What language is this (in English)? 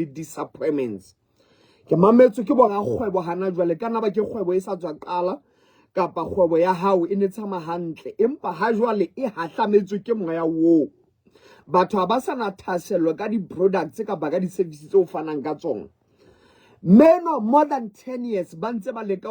Southern Sotho